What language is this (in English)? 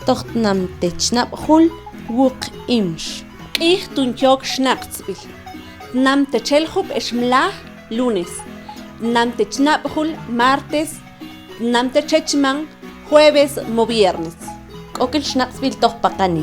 Mam